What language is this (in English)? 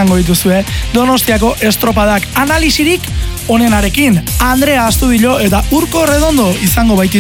Basque